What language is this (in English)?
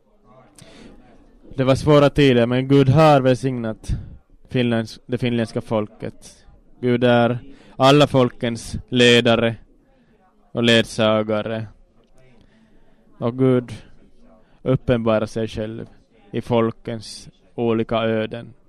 Swedish